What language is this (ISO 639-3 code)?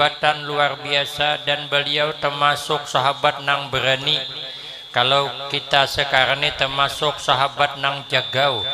bjn